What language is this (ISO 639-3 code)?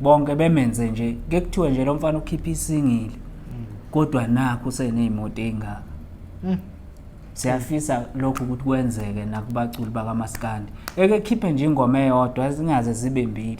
zul